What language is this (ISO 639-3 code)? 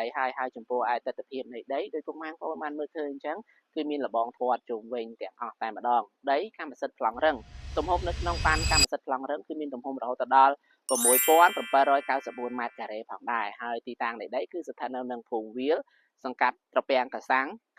khm